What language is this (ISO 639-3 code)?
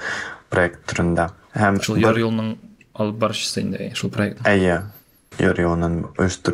tat